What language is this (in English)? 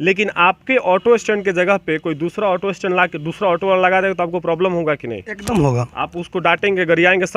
Bhojpuri